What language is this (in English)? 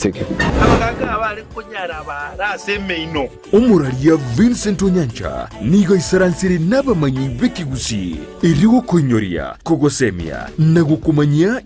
Gusii